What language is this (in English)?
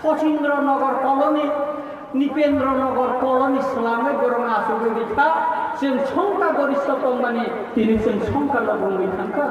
Kok Borok